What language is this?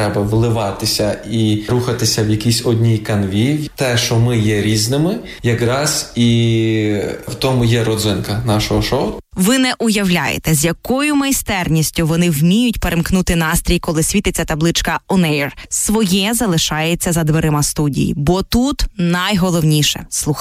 Ukrainian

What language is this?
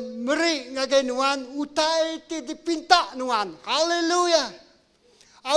Iban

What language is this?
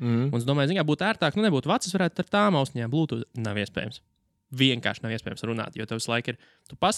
Latvian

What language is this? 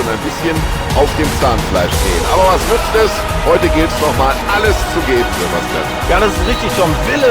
Bavarian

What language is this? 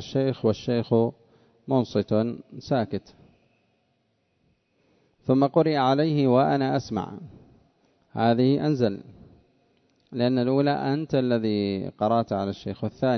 Arabic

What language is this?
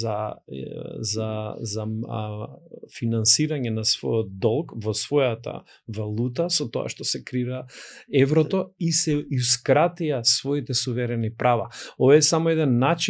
Macedonian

